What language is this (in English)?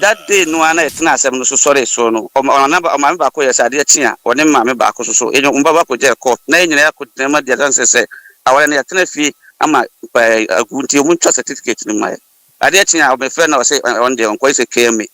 Akan